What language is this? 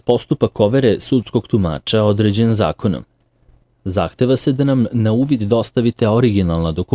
Serbian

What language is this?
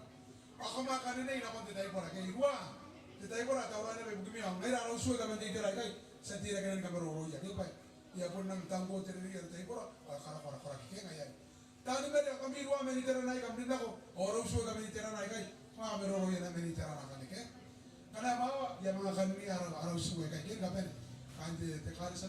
Gilbertese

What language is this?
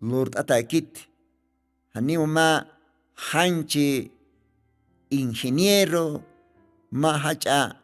Aymara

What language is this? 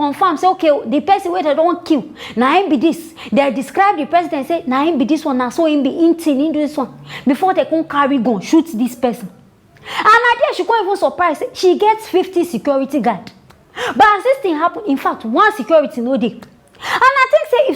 Nigerian Pidgin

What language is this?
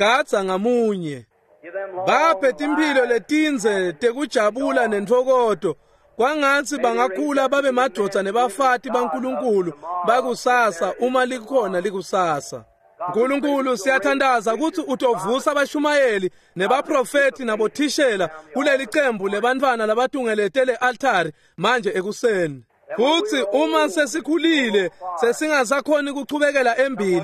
Swati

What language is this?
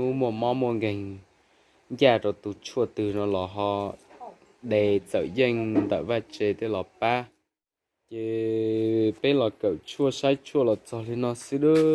Hmong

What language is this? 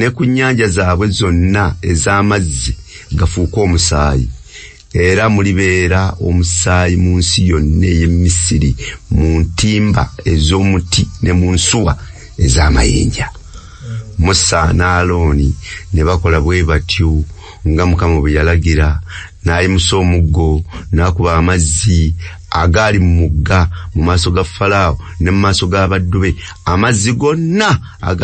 Ganda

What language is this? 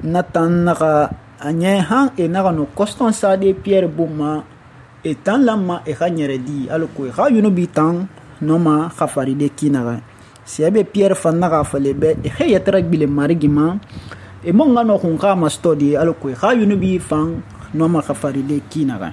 Susu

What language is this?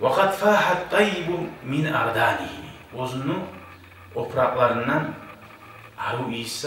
Kumyk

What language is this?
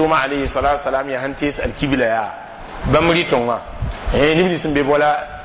Mossi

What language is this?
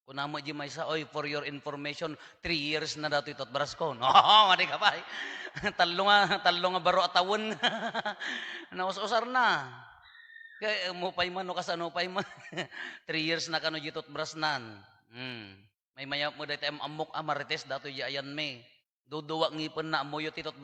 Iloko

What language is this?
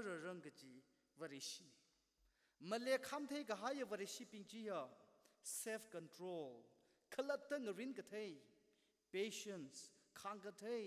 Tangkhul Naga (India)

